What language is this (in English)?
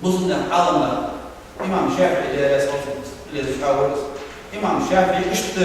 Ingush